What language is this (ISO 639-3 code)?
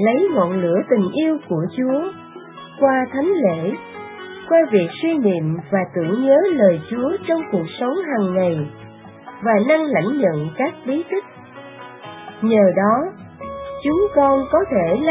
vie